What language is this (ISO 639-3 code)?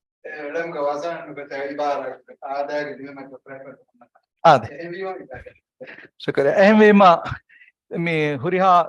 div